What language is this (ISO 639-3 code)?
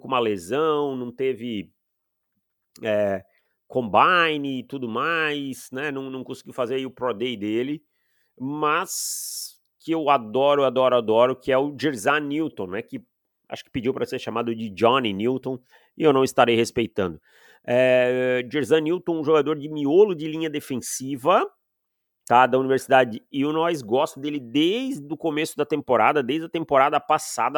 por